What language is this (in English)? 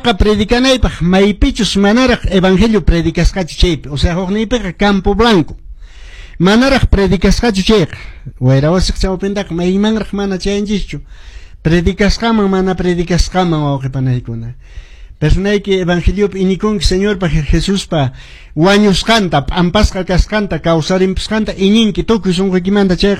Quechua